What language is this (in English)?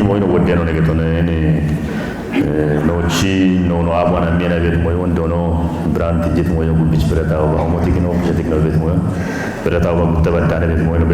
Kafa